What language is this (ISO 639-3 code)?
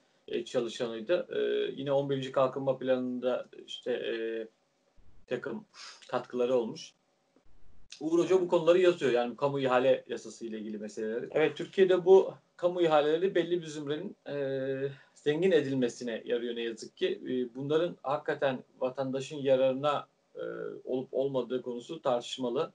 tur